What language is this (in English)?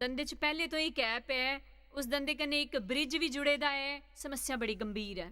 Dogri